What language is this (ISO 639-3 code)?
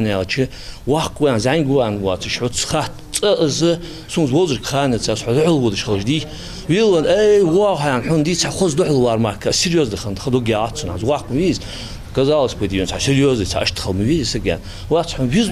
inh